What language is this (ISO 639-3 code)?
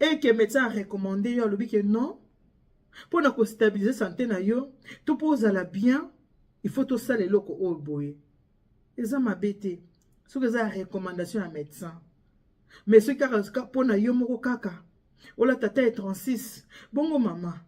lin